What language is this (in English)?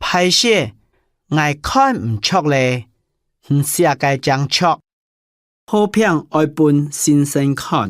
Hakka Chinese